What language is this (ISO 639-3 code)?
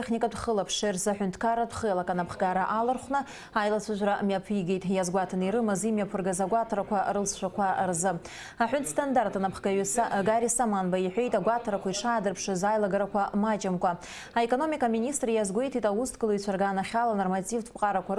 abk